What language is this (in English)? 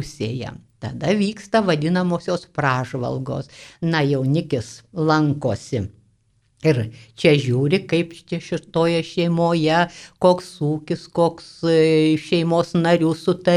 Lithuanian